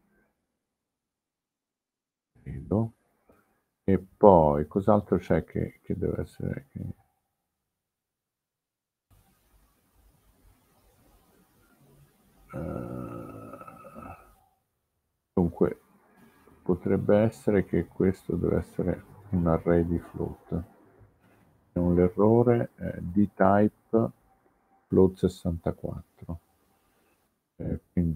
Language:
Italian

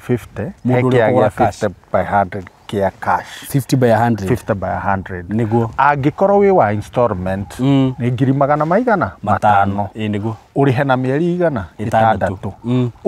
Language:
Kikuyu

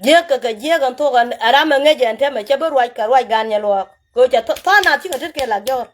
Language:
Nuer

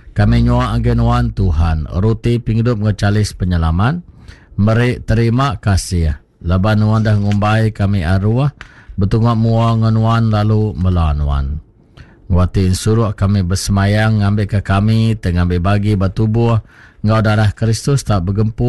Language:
Iban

